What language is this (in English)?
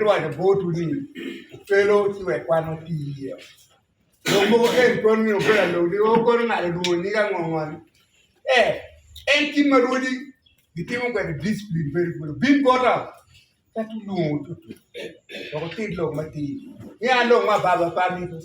Acoli